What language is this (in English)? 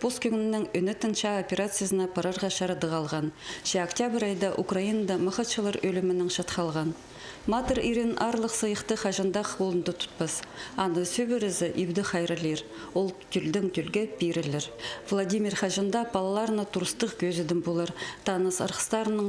Khakas